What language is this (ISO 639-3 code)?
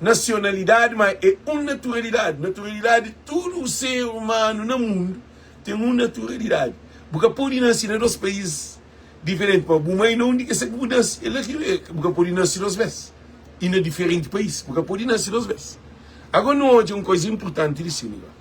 kea